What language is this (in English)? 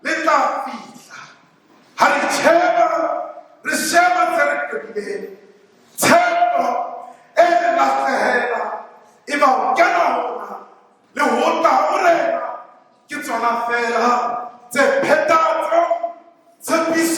Southern Sotho